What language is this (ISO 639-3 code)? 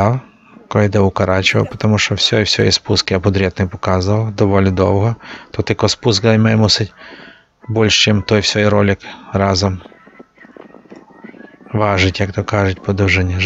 ukr